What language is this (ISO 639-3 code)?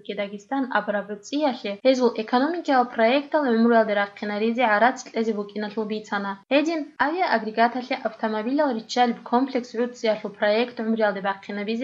ava